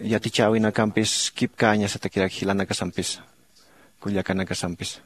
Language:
Aymara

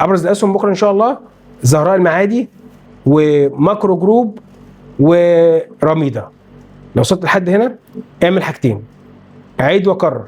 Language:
Egyptian Arabic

